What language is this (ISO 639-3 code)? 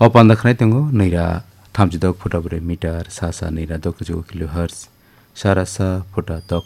trp